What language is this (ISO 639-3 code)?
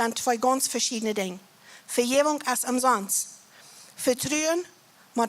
pdt